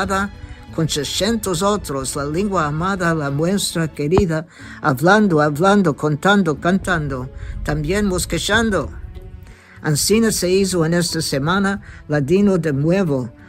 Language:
Ladino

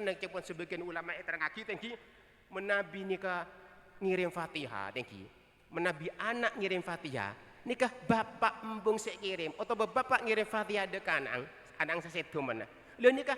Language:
Madurese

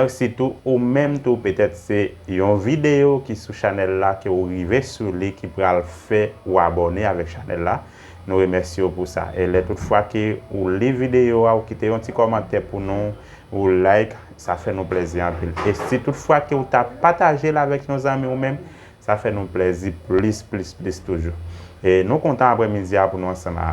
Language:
Haitian Creole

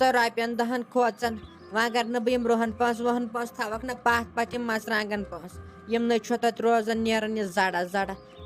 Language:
Kashmiri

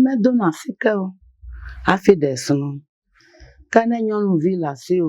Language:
Ewe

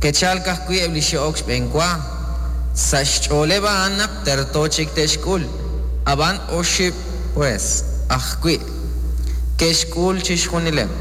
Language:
Kekchí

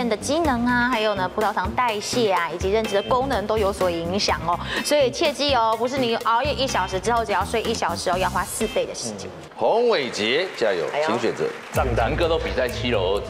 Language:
Chinese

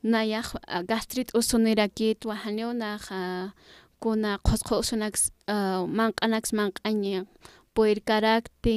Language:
Aymara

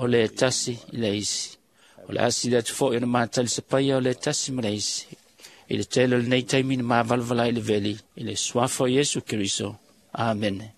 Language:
Samoan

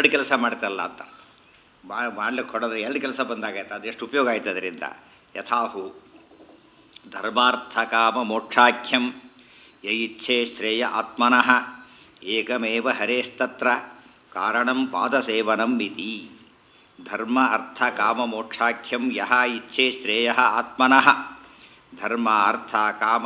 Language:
Kannada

